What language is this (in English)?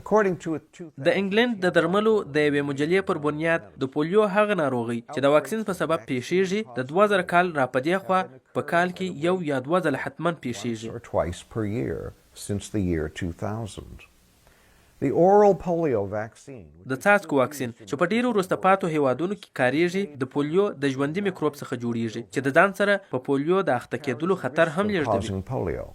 Pashto